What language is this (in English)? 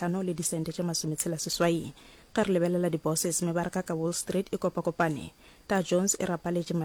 Northern Sotho